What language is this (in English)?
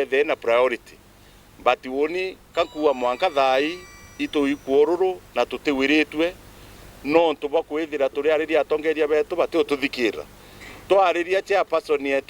Meru